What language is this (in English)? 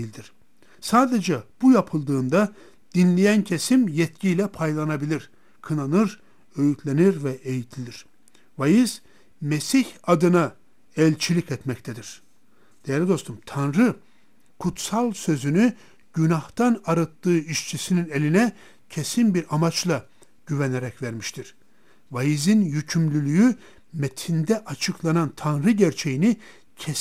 Turkish